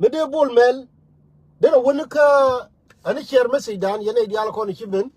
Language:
Nuer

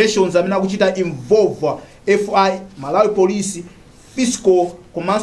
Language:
Nyanja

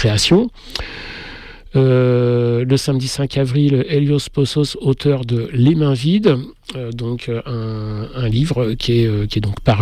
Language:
French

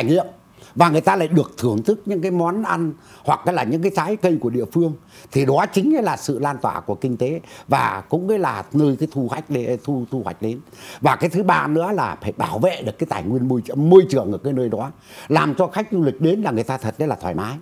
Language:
Vietnamese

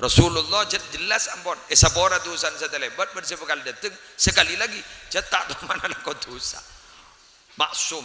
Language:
Madurese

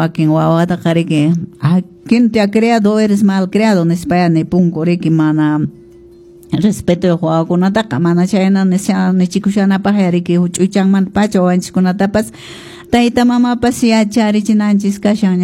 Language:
Quechua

